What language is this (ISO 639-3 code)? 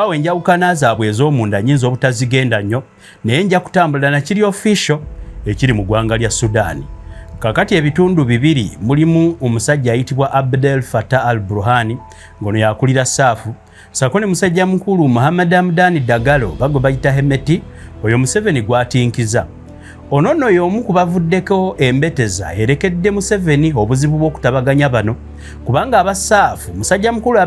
lug